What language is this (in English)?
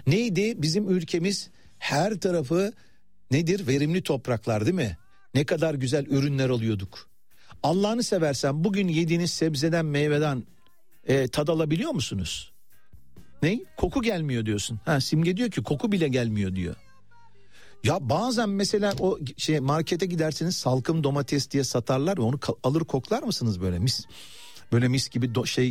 Turkish